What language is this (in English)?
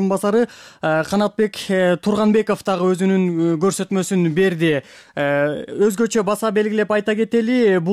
Kyrgyz